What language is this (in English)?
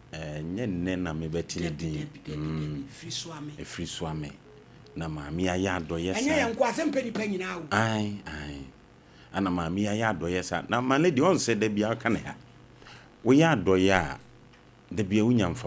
Akan